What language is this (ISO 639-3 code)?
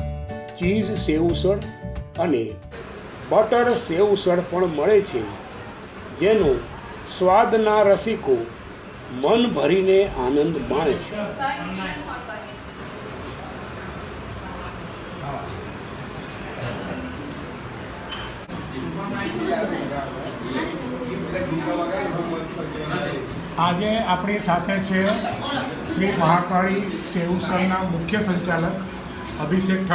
guj